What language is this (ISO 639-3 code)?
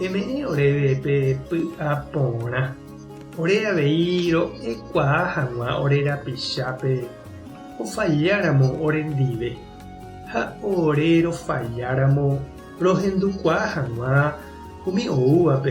grn